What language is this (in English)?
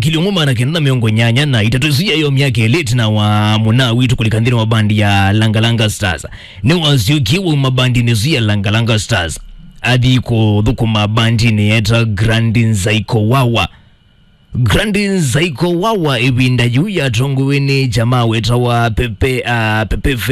Kamba